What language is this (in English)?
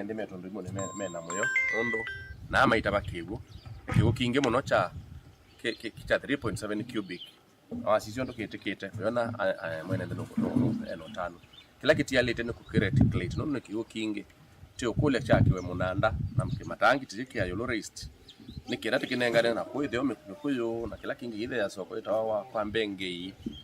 Kamba